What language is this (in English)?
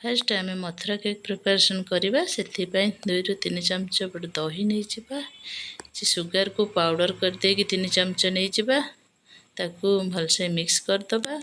Odia